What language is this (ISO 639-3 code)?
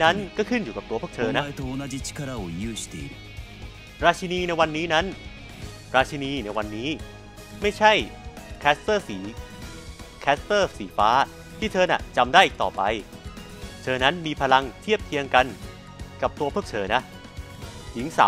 tha